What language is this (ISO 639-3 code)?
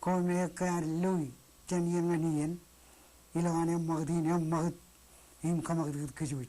mah